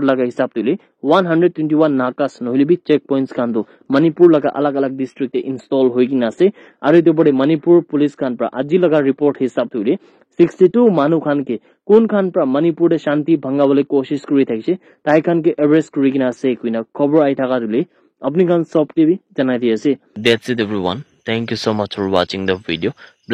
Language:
Naga Pidgin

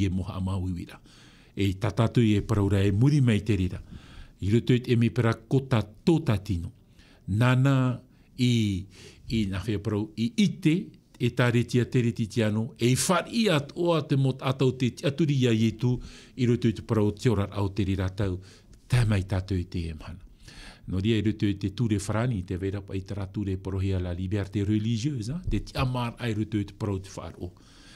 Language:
Tahitian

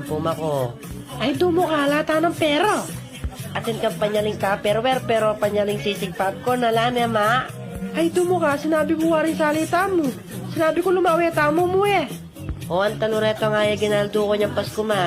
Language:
Pampanga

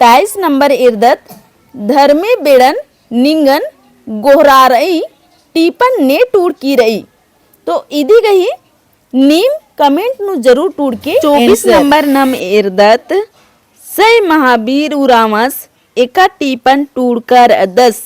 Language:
Kurukh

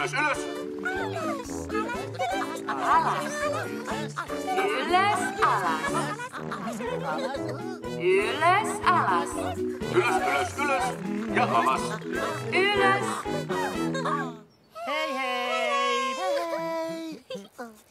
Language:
Finnish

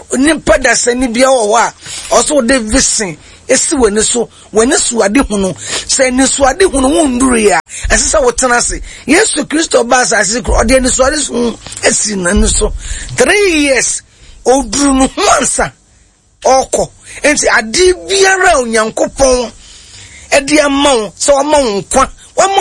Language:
Akan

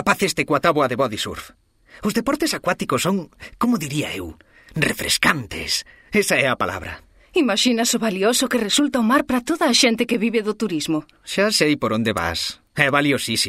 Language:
Galician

